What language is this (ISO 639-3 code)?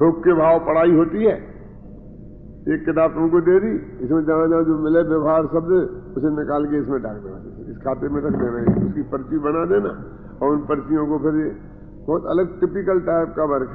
hin